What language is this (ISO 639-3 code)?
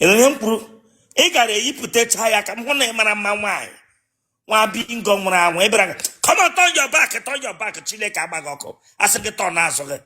ibo